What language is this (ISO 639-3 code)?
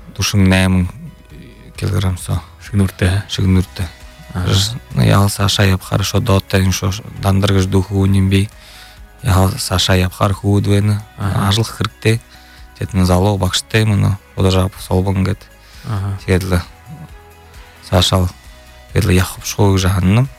bua